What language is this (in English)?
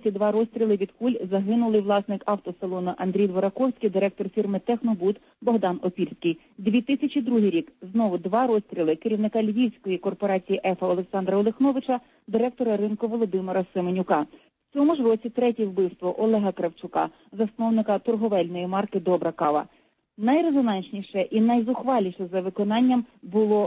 Ukrainian